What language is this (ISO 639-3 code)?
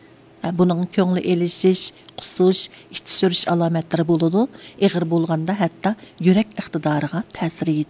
uig